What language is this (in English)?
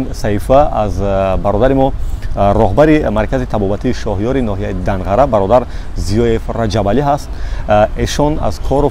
Tajik